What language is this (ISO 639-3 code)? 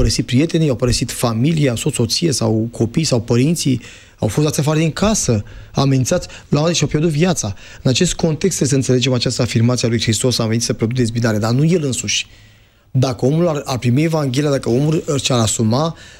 ron